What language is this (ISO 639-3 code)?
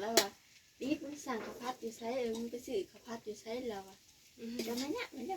tts